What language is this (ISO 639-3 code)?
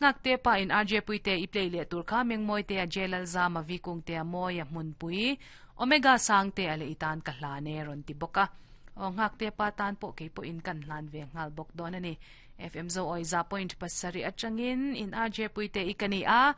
lus